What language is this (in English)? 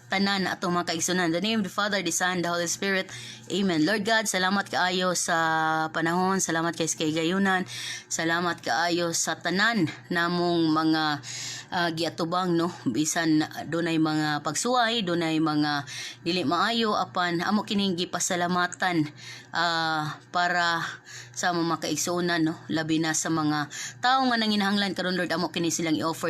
Cebuano